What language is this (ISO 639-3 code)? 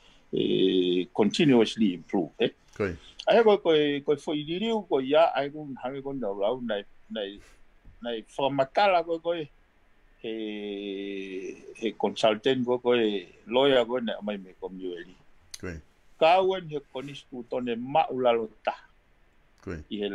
ton